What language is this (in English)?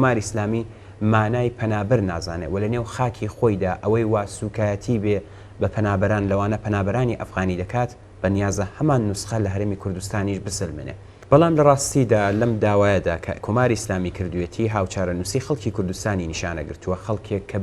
Central Kurdish